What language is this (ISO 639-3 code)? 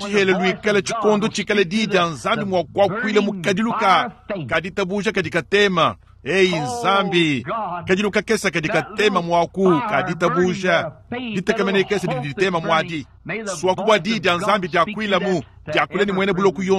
lua